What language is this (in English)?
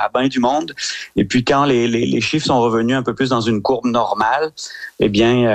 French